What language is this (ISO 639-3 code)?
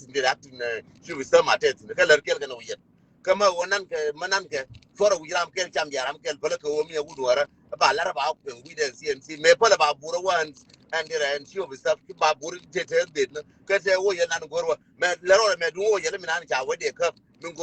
nus